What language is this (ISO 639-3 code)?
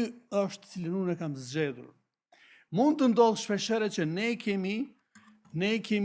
sqi